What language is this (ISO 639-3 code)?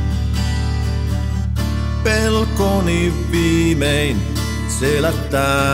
fin